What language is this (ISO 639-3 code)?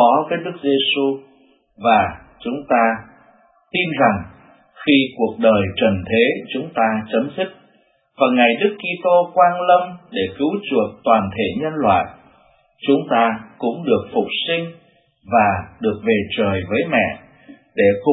vie